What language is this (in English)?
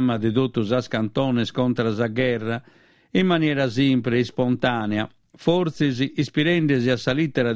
Sardinian